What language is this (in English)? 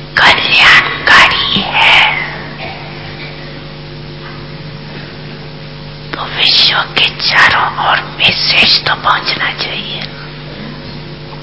Hindi